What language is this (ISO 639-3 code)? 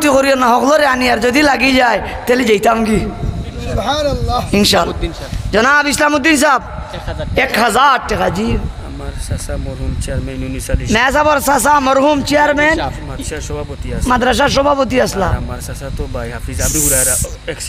syl